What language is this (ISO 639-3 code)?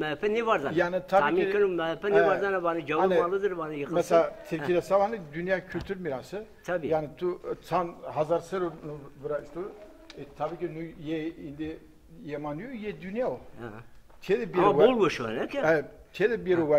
zza